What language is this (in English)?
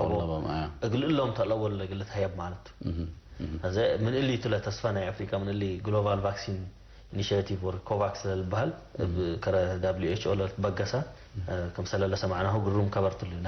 Tigre